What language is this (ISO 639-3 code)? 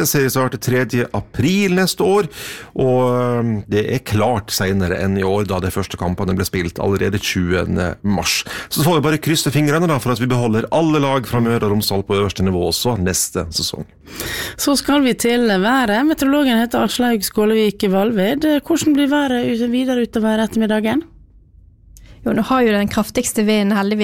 nor